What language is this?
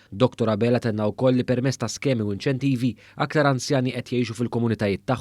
Maltese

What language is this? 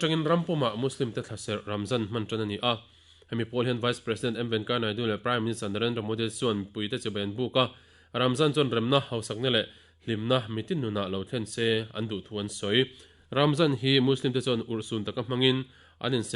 Mizo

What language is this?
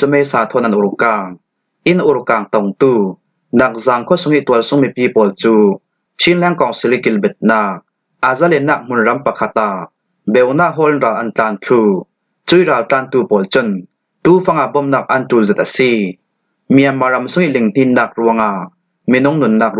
Falam Chin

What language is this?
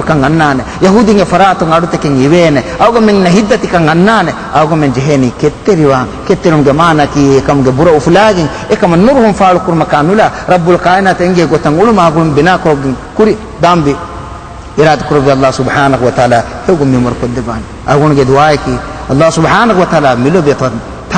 Divehi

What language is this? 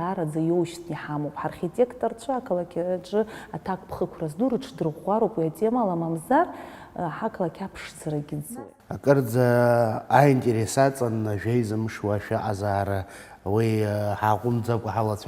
Abkhazian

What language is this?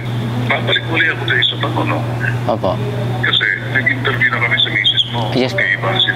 Filipino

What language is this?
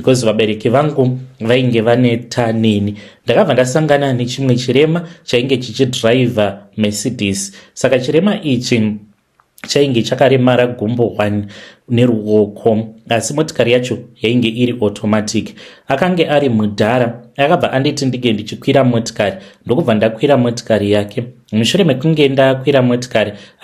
Shona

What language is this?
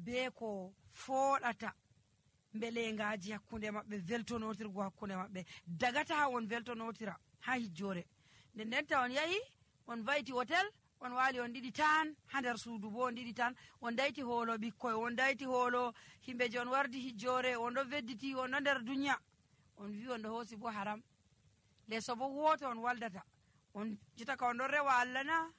Nigerian Fulfulde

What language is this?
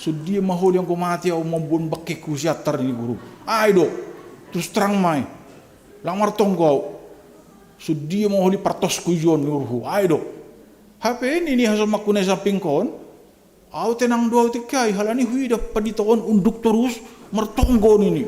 Batak Simalungun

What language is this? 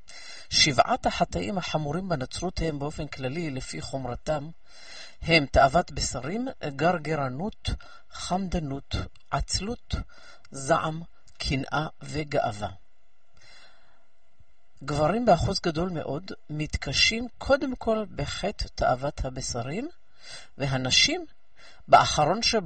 Hebrew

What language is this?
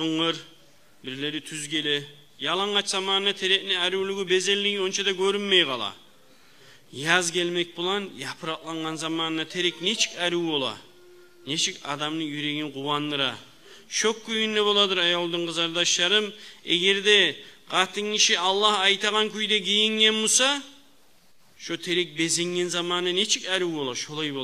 Kumyk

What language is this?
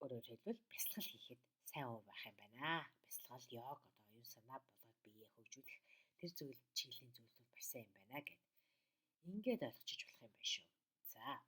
Mongolian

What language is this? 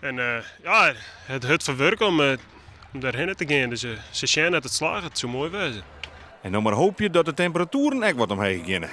Western Frisian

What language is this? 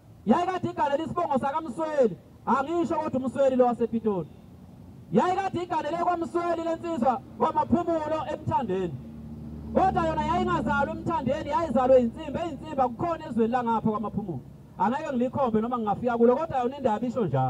Zulu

